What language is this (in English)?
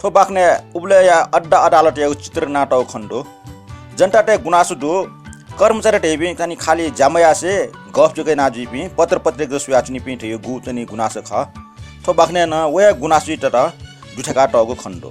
Newari